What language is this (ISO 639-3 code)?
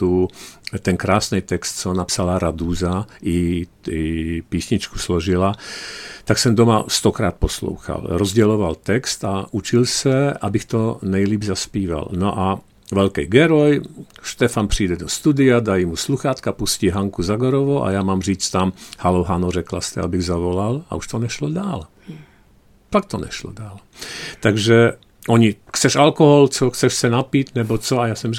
ces